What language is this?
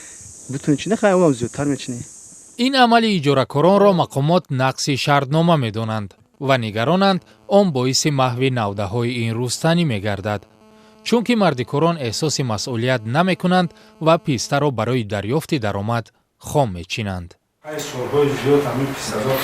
Tajik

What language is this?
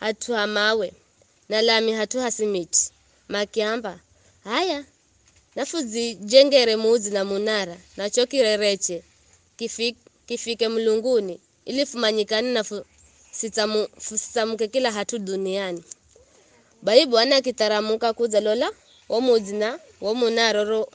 Giryama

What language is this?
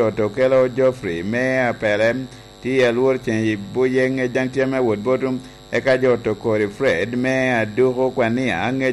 Lango (Uganda)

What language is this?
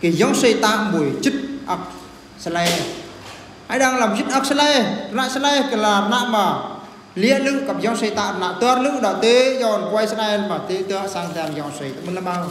Eastern Bru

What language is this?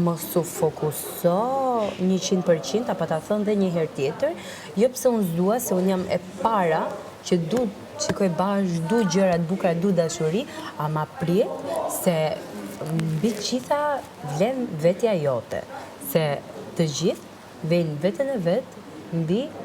Albanian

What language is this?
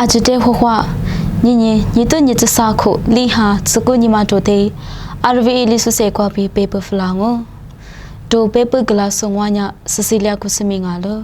Lisu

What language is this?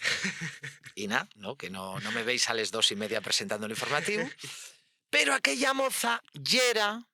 Asturian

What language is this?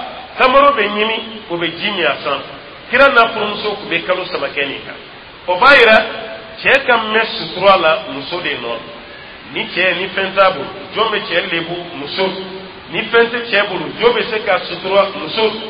Dyula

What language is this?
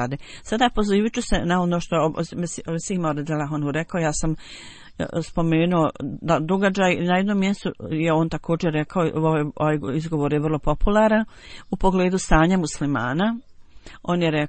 Bosnian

